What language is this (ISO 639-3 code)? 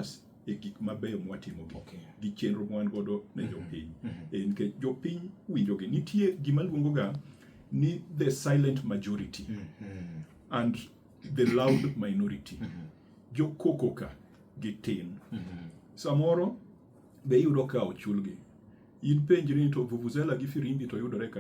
luo